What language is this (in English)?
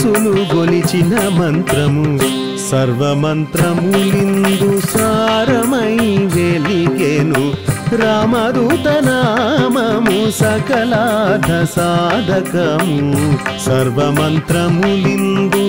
Telugu